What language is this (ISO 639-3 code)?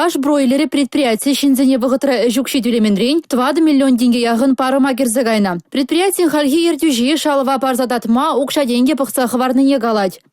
chv